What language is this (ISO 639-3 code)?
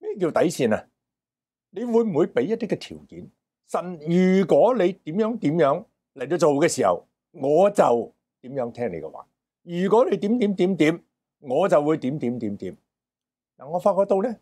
yue